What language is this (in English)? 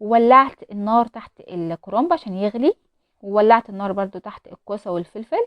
Egyptian Arabic